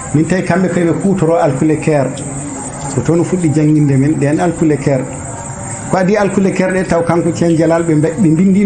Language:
Fula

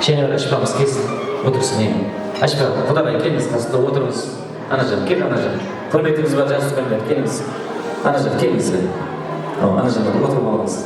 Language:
Kara-Kalpak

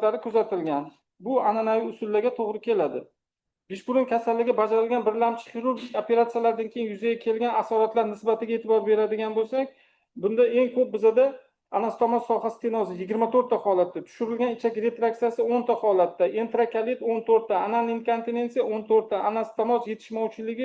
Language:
Uzbek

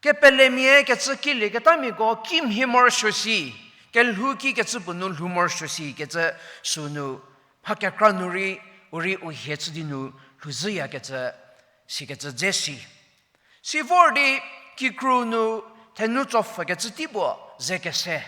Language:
Angami Naga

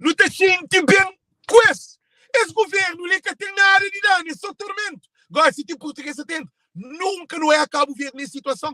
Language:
Kabuverdianu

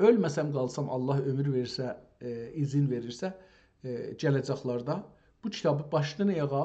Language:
South Azerbaijani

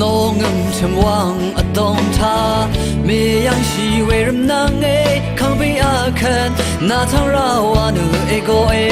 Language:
Rawang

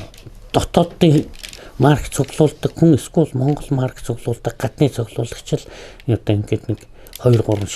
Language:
Mongolian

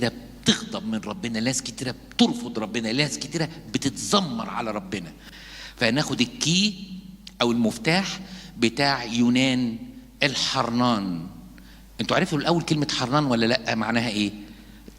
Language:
Egyptian Arabic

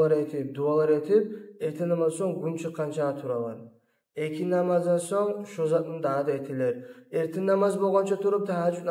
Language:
Kumyk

